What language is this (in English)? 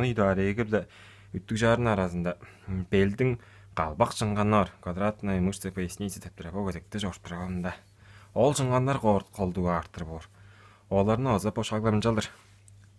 Tuvinian